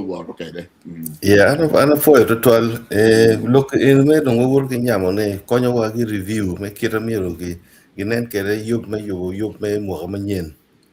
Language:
Acoli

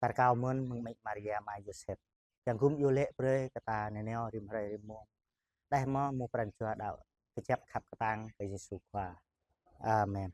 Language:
Jarai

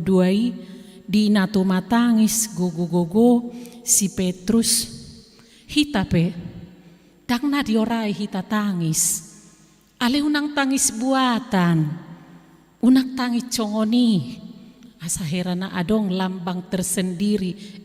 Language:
Batak Toba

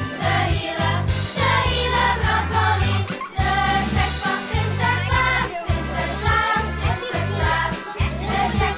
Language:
Western Frisian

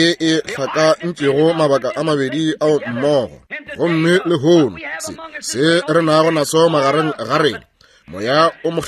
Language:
Northern Sotho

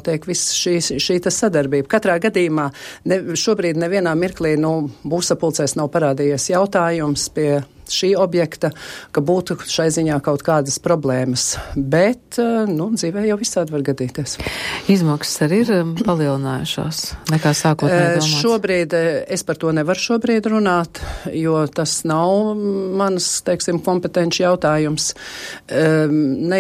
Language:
Latvian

